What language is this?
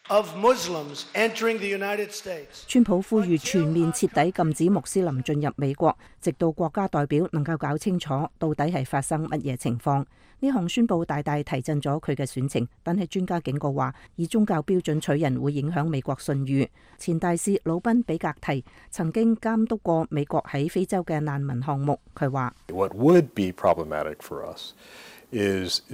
Cantonese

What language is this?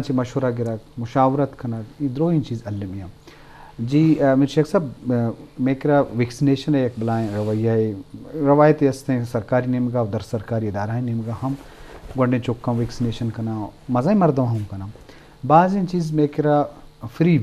Eastern Balochi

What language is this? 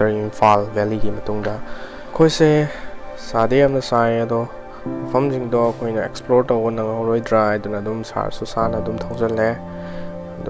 Manipuri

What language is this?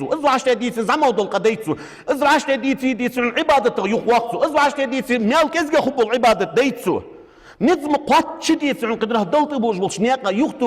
Ingush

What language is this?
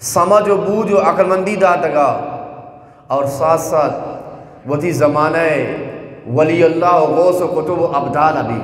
Eastern Balochi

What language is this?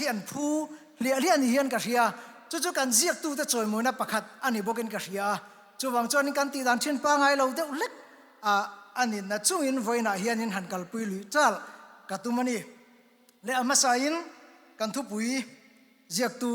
Mizo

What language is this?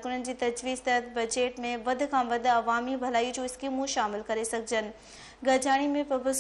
Sindhi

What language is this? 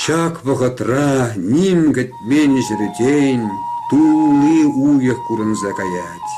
Chuvash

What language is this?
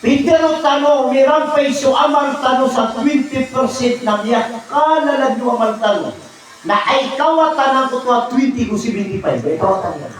Maranao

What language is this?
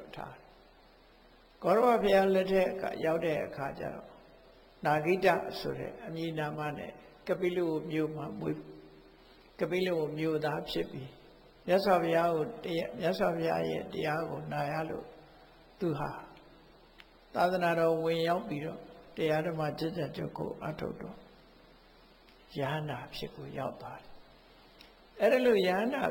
Burmese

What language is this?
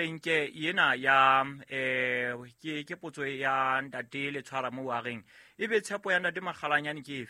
Southern Sotho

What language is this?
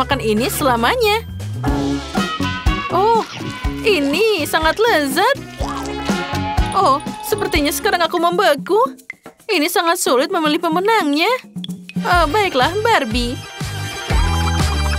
Indonesian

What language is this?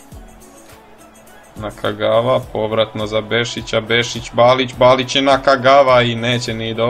Croatian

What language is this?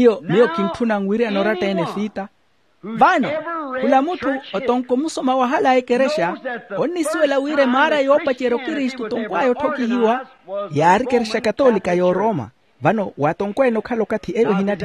Makhuwa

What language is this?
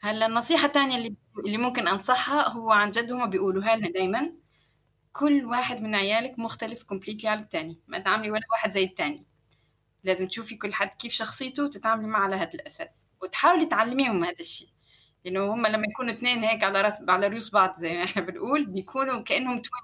North Levantine Arabic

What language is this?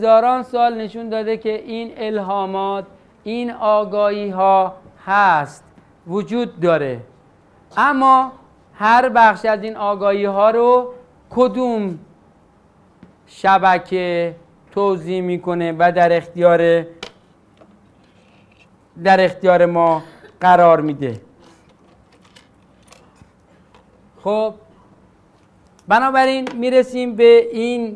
Persian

